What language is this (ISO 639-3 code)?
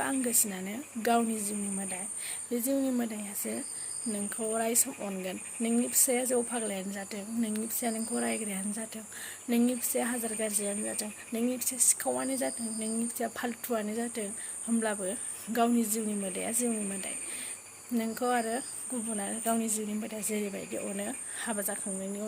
brx